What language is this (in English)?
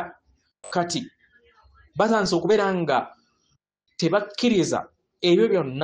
Ganda